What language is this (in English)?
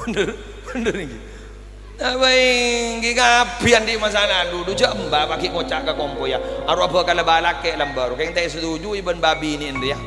Madurese